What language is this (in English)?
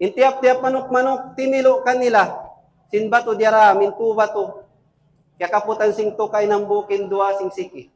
Tausug